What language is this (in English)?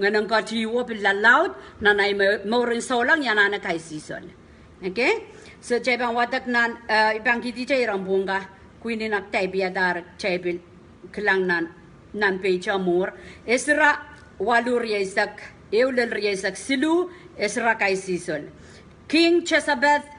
Pohnpeian